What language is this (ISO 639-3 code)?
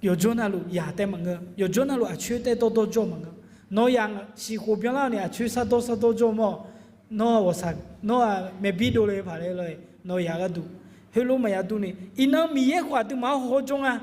ahk